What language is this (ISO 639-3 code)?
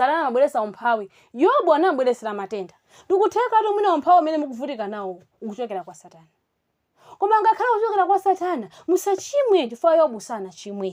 nya